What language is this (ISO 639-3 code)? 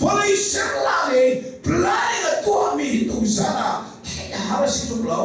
cnh